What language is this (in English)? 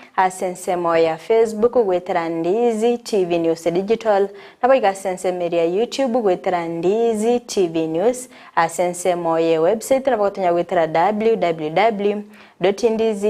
Gusii